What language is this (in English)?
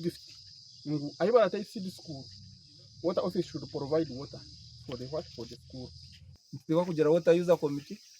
Nyankole